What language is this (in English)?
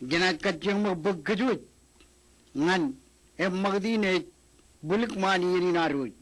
Marshallese